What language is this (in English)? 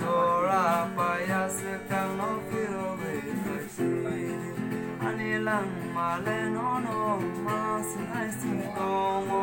Kok Borok